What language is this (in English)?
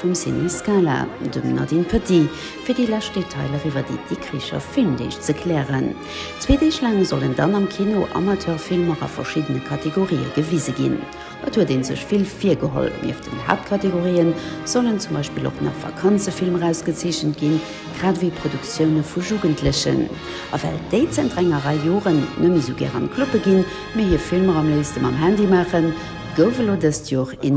Luxembourgish